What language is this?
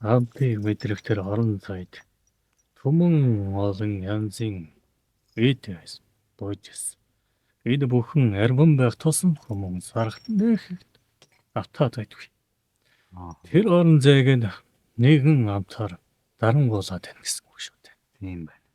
Mongolian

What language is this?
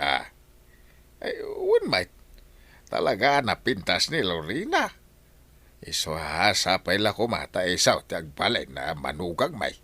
Iloko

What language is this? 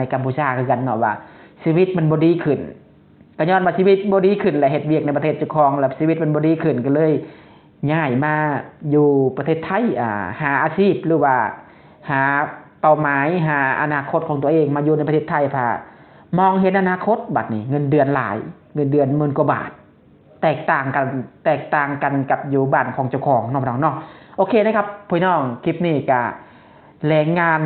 Lao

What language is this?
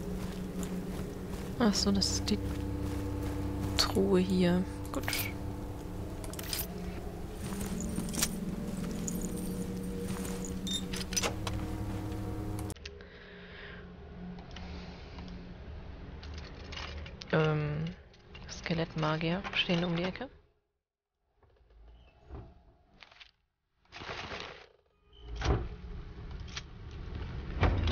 German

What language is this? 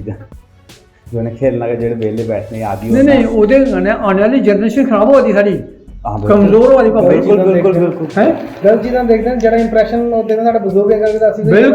Dogri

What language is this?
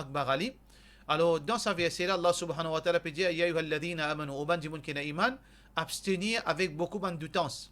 Morisyen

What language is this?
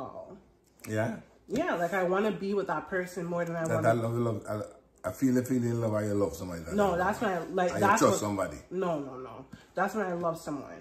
Jamaican Creole English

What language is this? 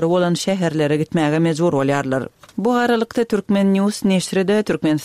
Turkmen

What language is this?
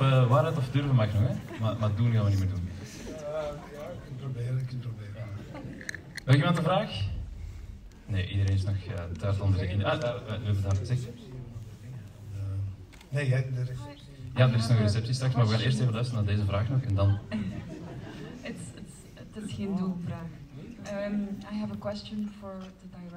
Dutch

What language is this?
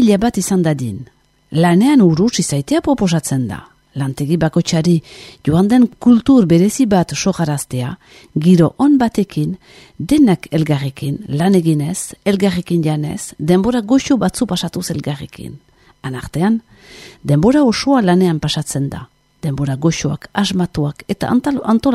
Basque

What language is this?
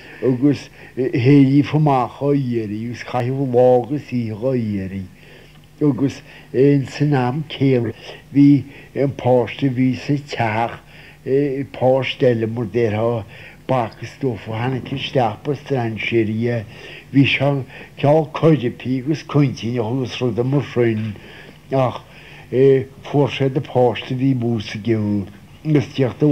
Irish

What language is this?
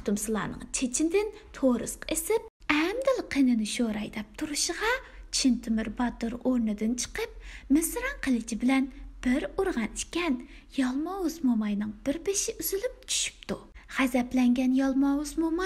Uyghur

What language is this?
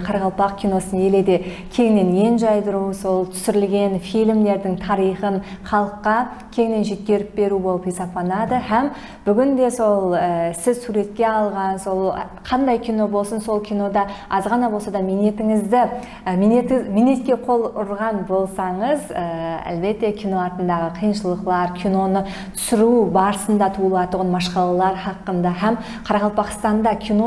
Kara-Kalpak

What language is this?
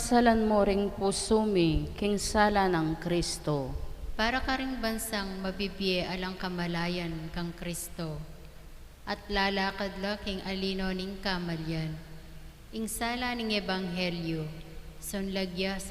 Pampanga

